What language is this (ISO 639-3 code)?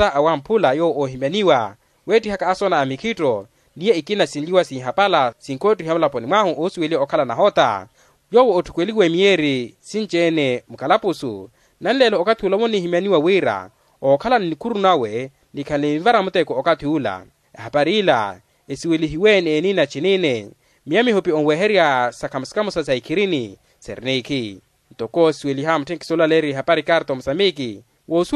vmw